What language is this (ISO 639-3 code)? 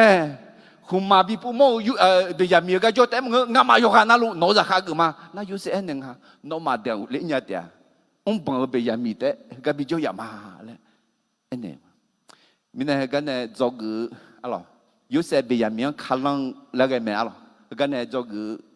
ahk